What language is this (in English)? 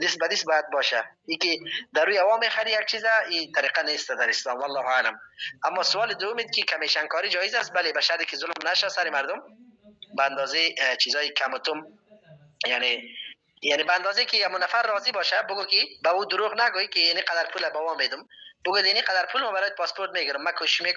Persian